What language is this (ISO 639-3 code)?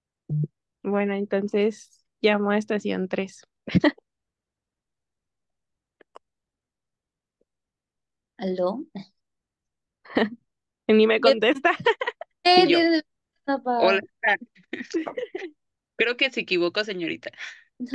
spa